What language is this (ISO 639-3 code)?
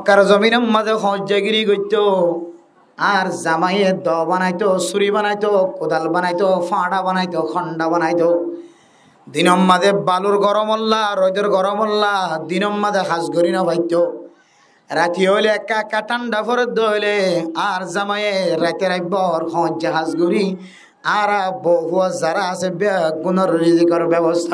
rhg